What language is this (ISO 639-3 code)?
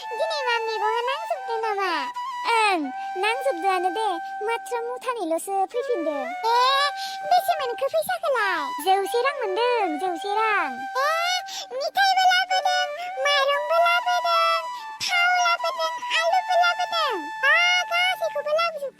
brx